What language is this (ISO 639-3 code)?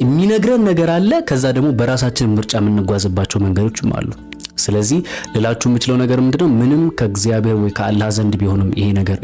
amh